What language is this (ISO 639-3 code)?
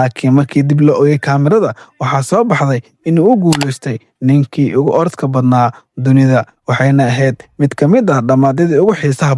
som